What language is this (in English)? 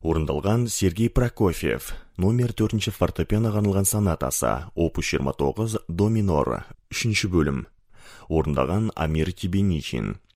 Kazakh